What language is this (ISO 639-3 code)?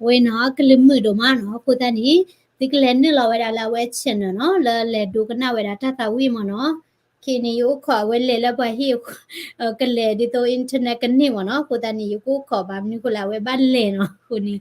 ksw